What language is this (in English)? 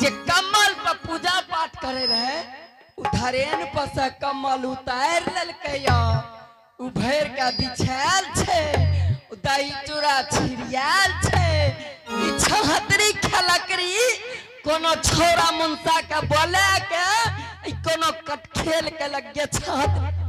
Angika